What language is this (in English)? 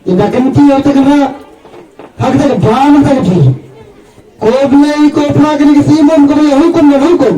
Khasi